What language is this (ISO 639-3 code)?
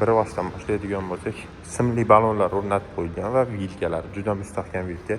uzb